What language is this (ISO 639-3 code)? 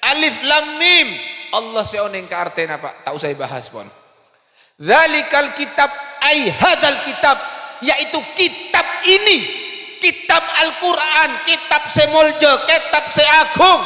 mad